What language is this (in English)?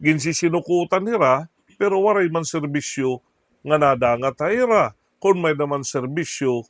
Waray